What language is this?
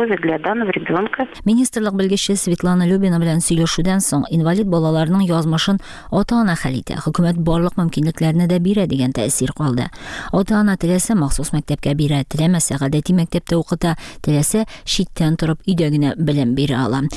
Tatar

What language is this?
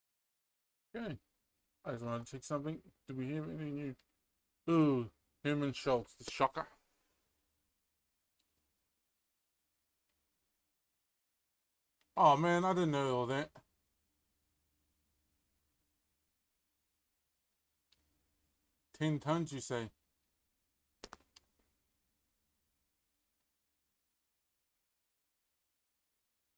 English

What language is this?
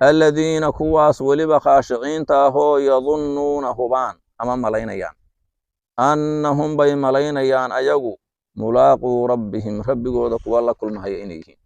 Somali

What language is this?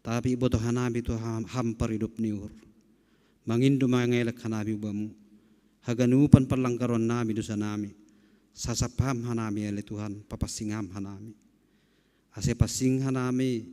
Batak Simalungun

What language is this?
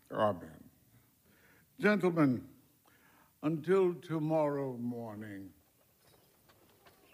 English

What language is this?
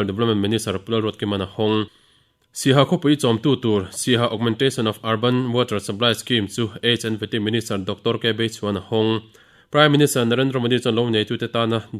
Mizo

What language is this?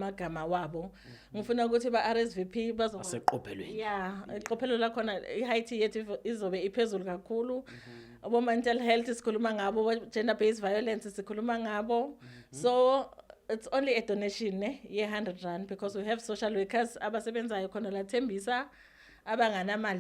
Zulu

